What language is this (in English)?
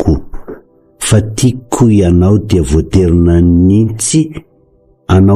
Malagasy